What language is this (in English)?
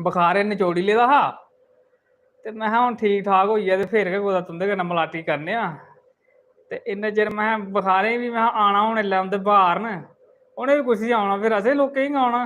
Dogri